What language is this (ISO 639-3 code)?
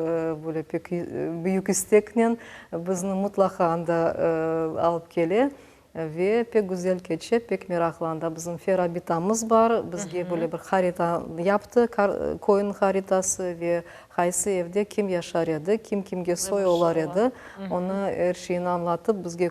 crh